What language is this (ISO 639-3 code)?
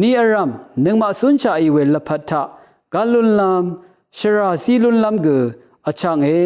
raw